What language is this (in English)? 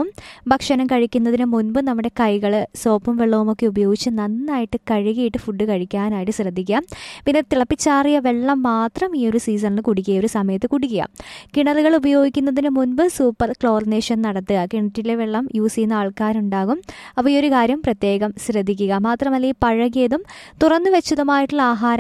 Malayalam